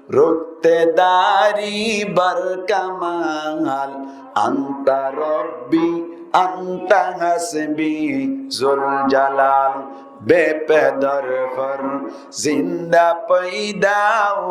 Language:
Rohingya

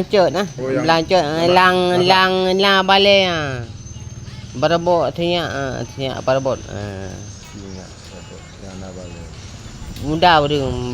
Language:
Achinese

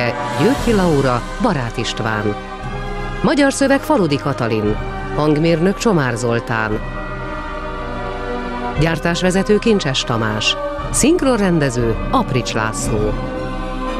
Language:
Hungarian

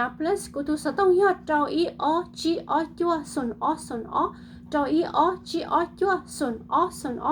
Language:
Hmong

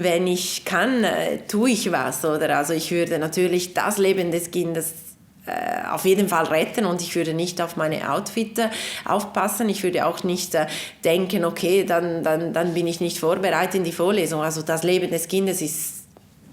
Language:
Swiss German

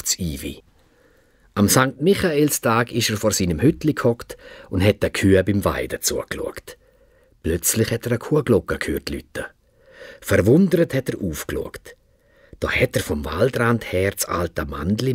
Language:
Swiss German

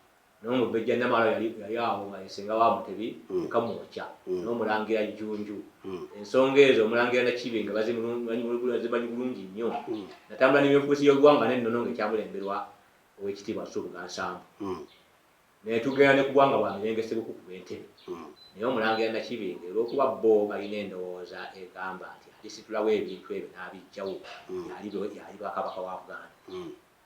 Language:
Ganda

